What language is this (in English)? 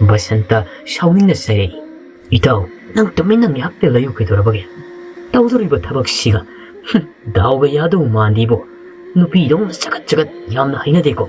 Manipuri